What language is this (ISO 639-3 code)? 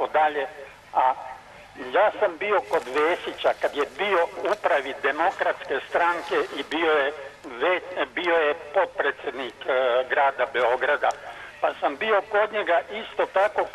srp